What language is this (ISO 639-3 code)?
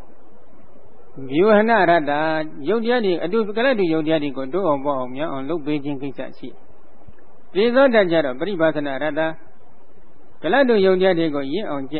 mya